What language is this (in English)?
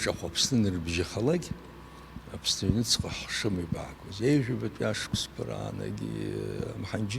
Abkhazian